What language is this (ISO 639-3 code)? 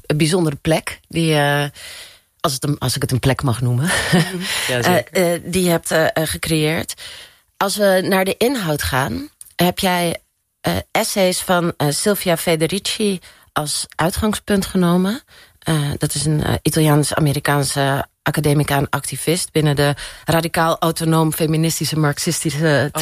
nld